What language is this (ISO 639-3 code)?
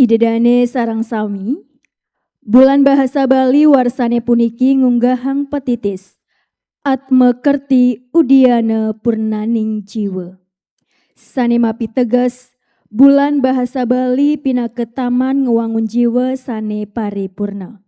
ban